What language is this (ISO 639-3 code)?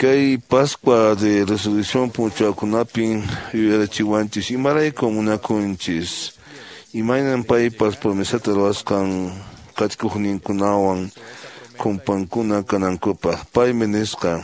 que